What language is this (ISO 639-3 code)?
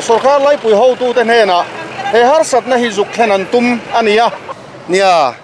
lus